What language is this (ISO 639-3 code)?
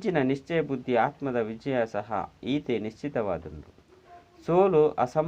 tcy